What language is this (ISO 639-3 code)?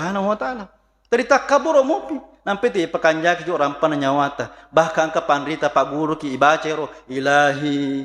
bug